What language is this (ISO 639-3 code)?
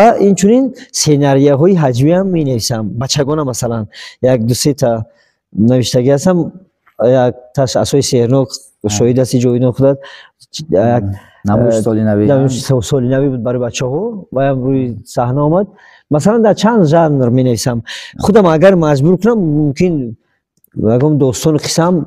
tgk